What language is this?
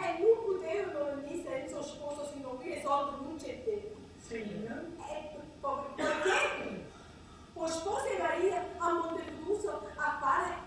Neapolitan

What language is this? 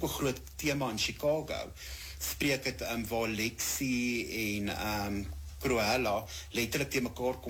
Afrikaans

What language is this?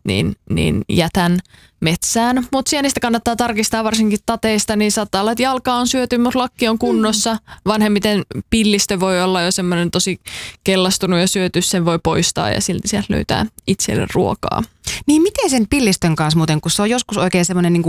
Finnish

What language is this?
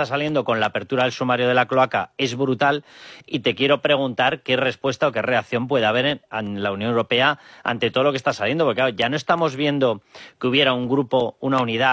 Spanish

